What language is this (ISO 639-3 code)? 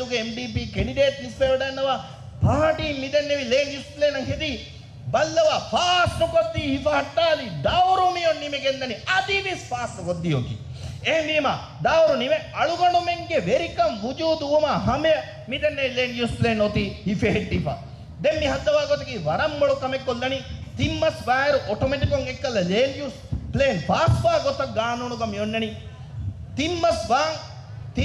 div